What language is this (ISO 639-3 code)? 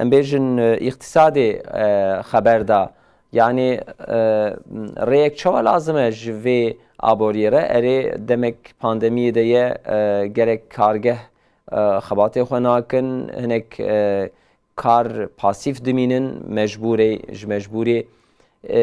kur